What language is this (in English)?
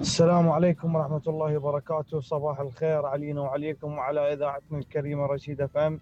Mesopotamian Arabic